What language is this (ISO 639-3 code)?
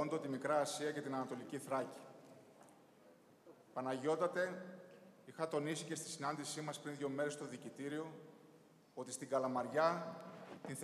ell